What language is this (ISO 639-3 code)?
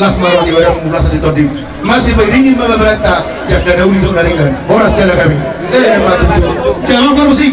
bbc